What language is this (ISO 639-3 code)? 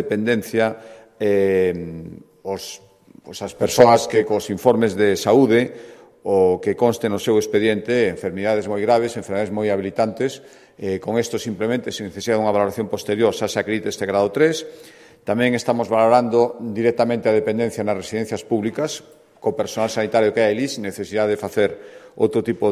glg